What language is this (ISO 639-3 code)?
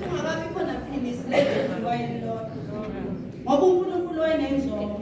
zul